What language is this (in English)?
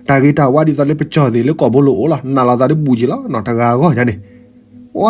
S'gaw Karen